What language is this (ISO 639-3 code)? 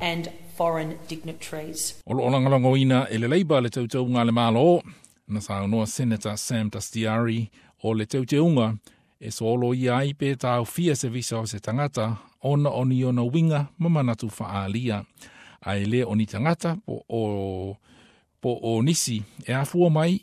smo